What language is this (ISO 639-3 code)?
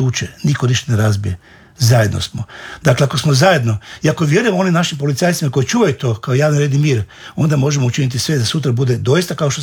hrv